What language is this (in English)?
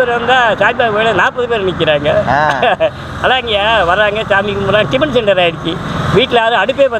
Tamil